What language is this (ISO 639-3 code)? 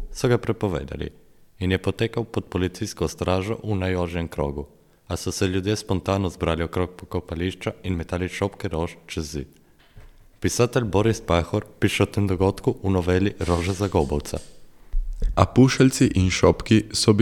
slv